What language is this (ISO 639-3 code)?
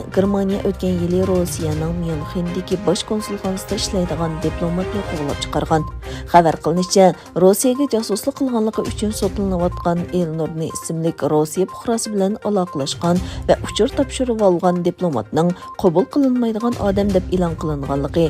uig